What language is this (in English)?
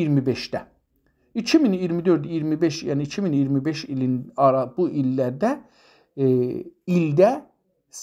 South Azerbaijani